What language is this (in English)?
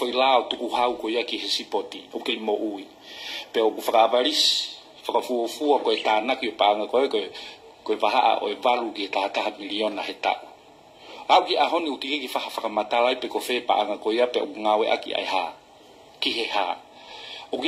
Tongan